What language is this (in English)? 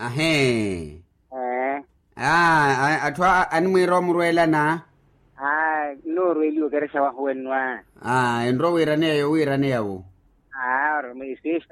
Makhuwa